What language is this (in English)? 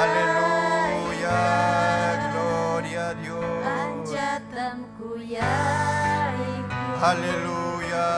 Ayacucho Quechua